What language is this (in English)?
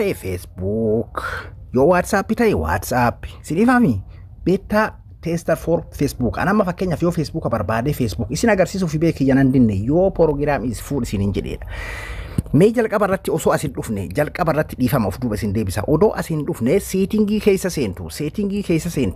Oromo